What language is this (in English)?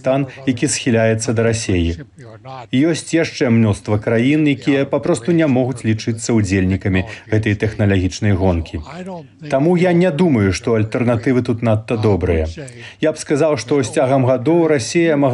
Belarusian